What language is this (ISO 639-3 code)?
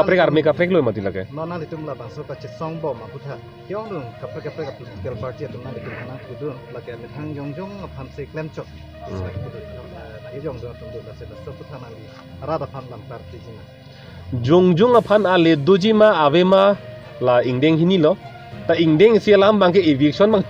mjw